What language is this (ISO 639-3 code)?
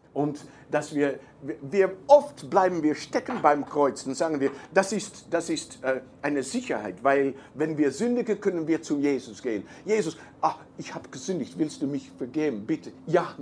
deu